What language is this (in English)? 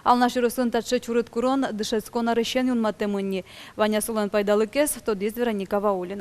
Udmurt